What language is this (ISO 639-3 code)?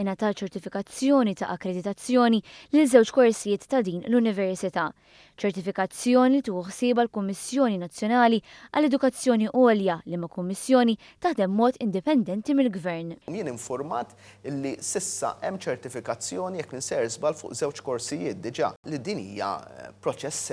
mlt